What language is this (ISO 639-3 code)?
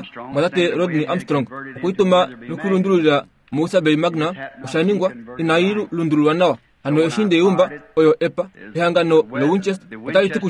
kua